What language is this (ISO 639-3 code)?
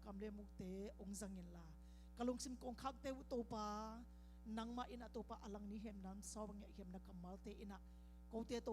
ctd